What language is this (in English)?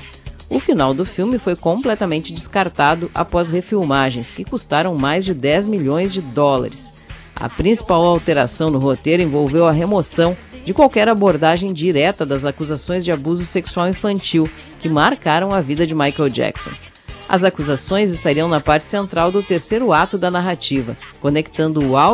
Portuguese